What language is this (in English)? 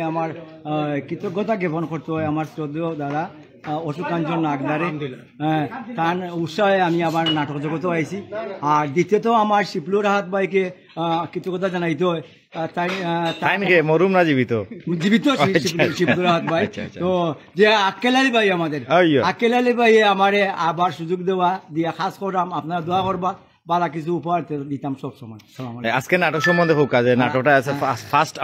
Sylheti